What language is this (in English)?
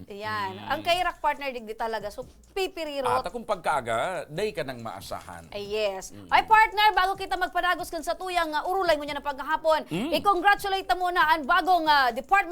Bikol